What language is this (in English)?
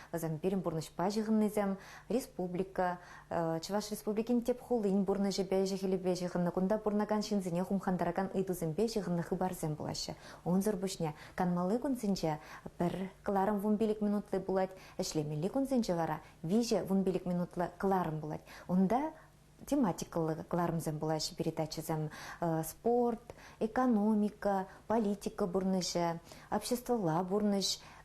Chuvash